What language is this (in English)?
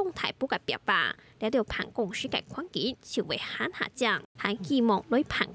Hakka Chinese